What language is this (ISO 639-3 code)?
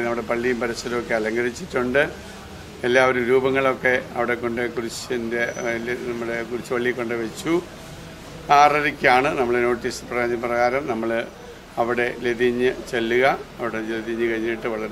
mal